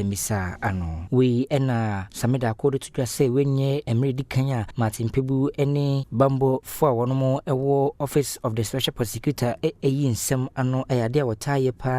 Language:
Akan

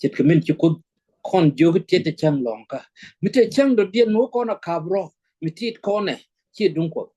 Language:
Nuer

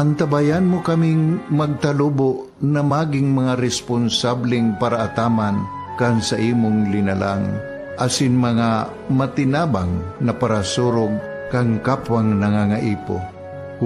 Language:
Bikol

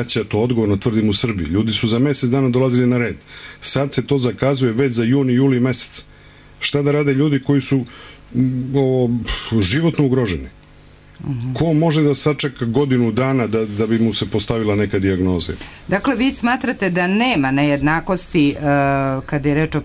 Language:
Serbian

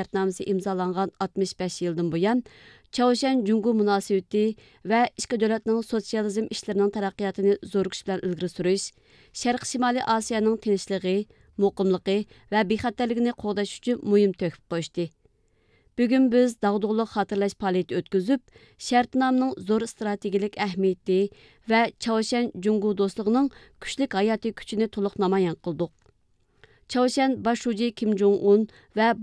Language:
Uyghur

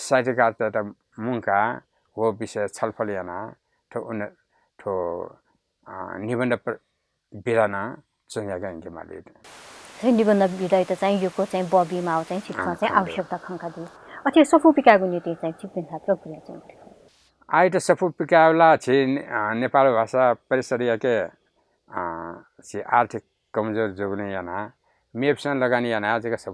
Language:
Newari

